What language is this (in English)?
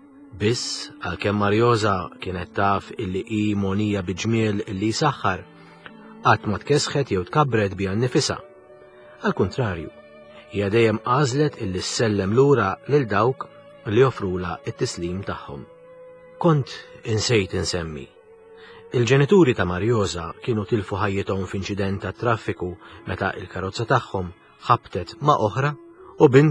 Maltese